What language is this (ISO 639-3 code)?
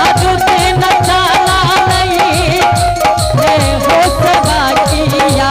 anp